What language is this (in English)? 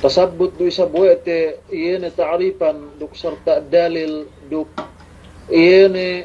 Yakan